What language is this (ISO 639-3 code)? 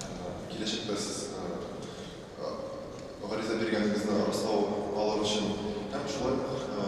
tat